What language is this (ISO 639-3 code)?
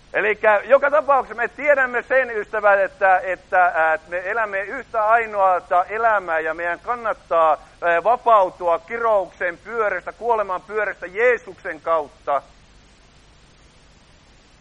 fin